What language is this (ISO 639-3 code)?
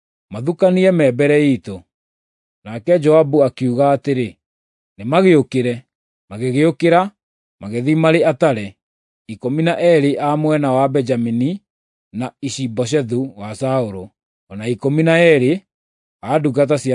kik